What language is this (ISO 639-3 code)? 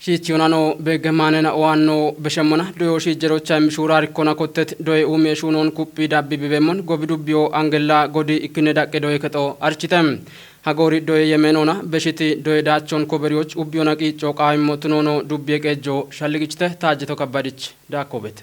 kbr